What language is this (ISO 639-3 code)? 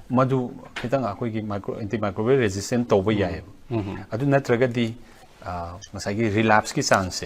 mni